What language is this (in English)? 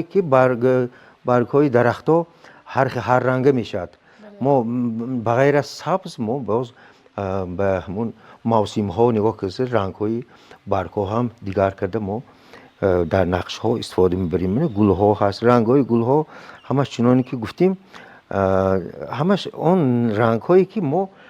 Tajik